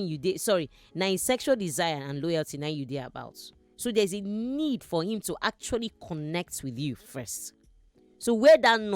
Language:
Nigerian Pidgin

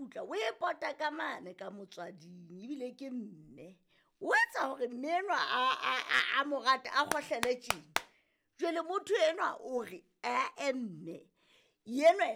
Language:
Southern Sotho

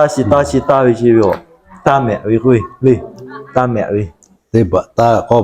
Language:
Lahu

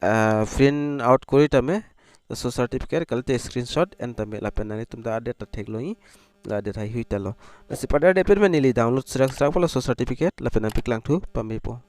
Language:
Karbi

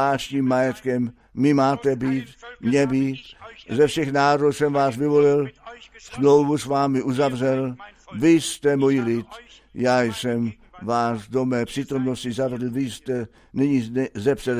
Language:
Czech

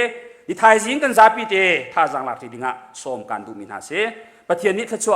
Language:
Hakha Chin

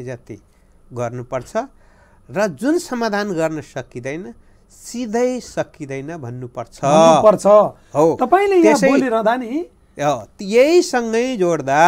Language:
Nepali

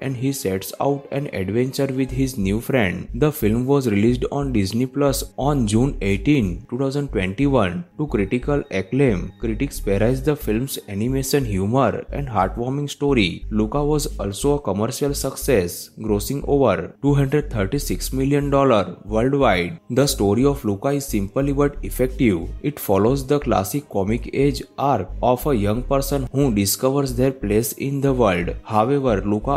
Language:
English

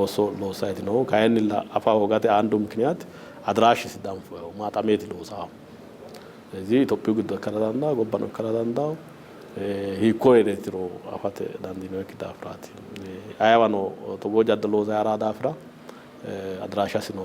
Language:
Sidamo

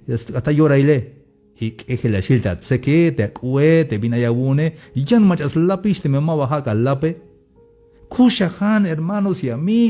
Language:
Tzeltal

